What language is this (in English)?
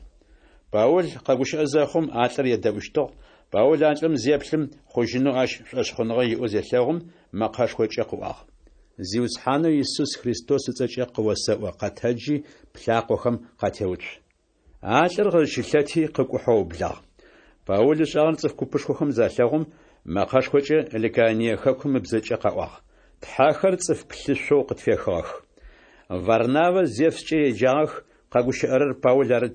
Adyghe